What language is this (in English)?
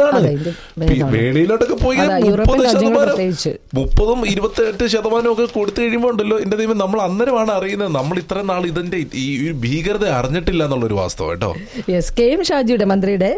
Malayalam